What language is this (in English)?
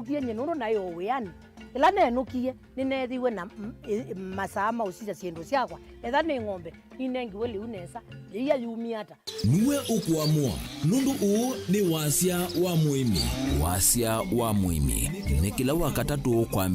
Kamba